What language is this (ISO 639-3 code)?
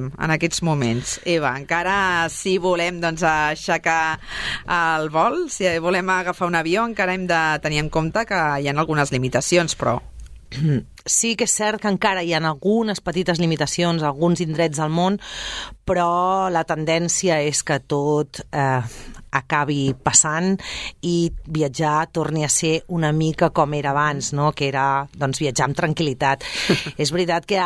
cat